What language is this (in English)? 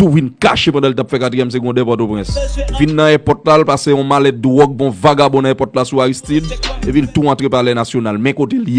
Haitian Creole